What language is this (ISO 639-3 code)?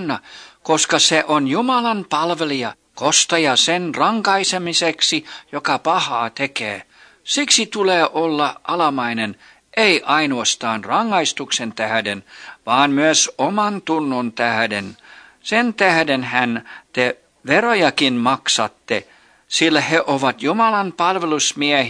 fin